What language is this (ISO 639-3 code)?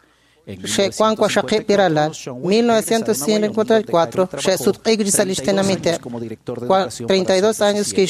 kek